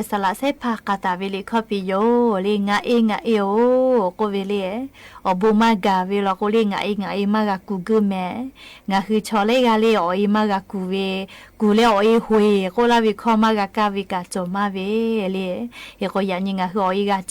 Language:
Lahu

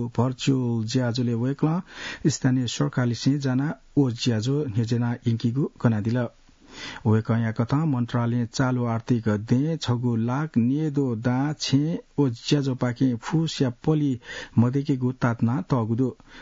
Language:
Newari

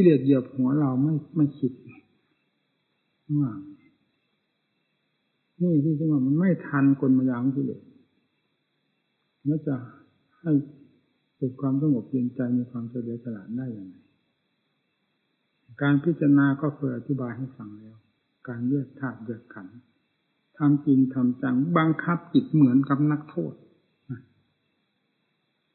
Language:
Thai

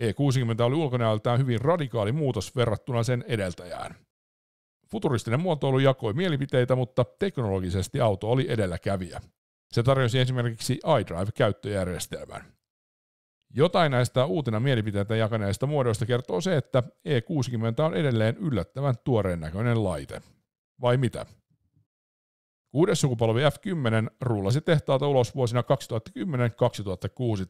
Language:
Finnish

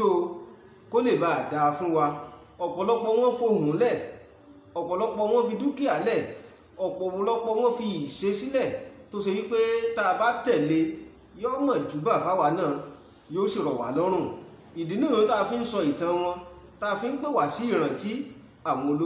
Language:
Yoruba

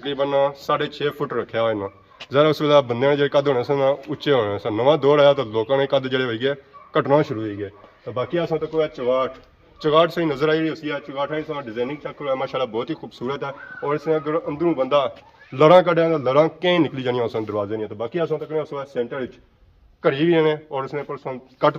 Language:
Pahari-Potwari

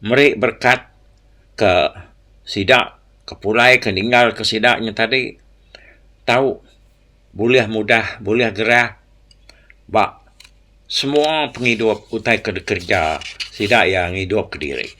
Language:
Iban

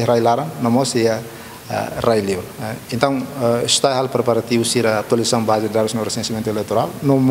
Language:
Tetum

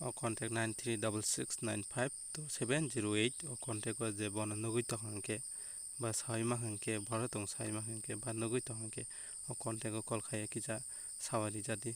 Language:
Kok Borok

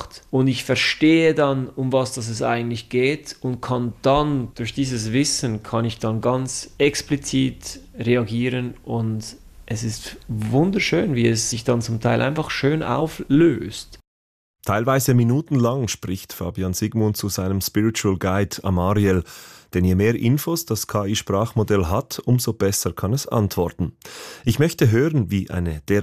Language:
German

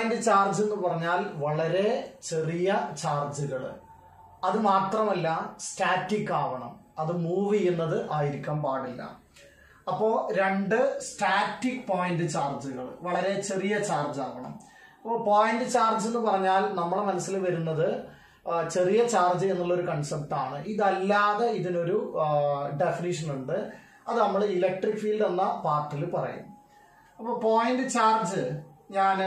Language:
Malayalam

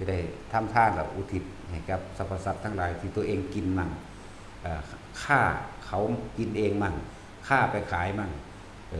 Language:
Northeastern Thai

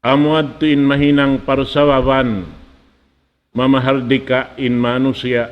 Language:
Tausug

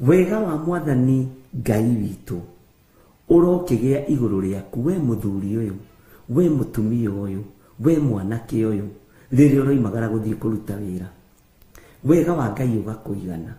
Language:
Kikuyu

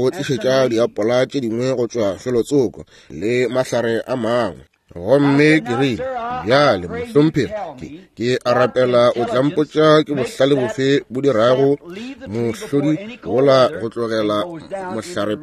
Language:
Northern Sotho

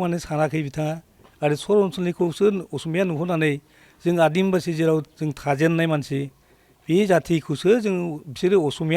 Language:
Bodo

